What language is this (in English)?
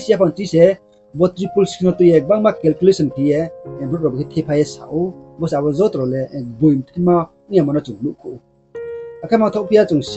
Riang (India)